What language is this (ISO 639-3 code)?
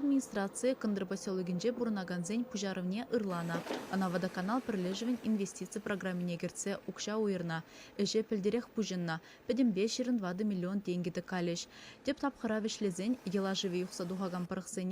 chv